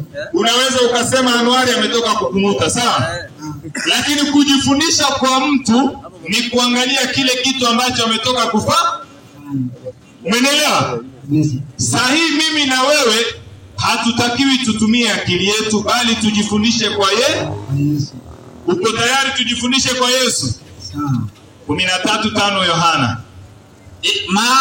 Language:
Swahili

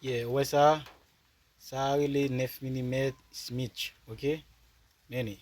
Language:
Haitian Creole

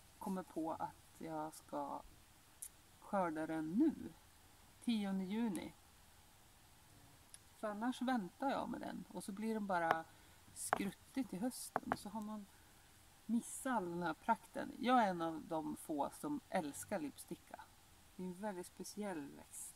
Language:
Swedish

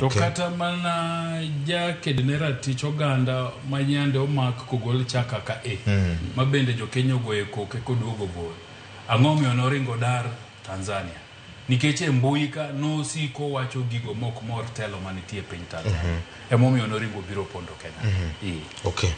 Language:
Luo (Kenya and Tanzania)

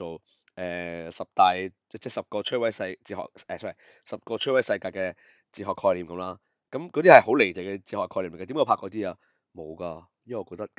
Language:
Cantonese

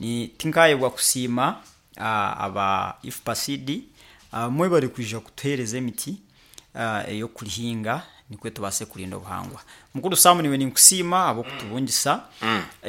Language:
Nyoro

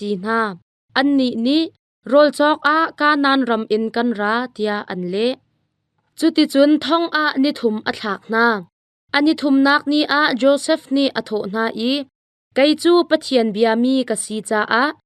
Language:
Hakha Chin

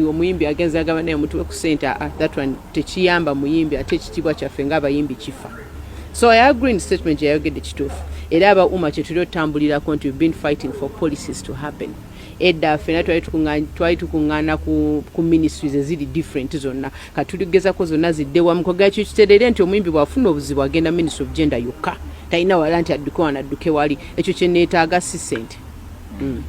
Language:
Ganda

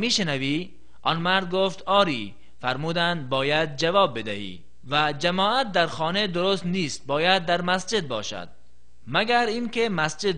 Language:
Tajik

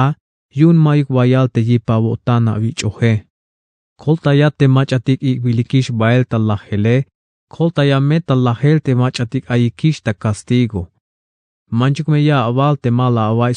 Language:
Tzeltal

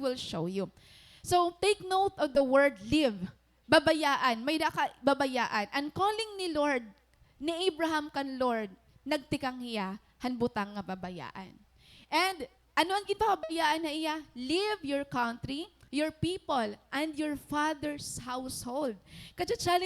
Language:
Waray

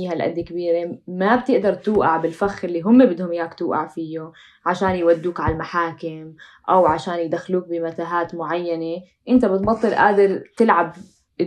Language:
North Levantine Arabic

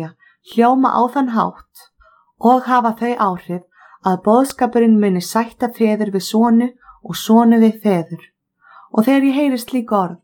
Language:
Icelandic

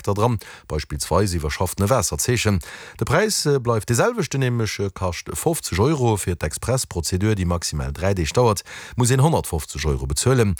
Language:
Luxembourgish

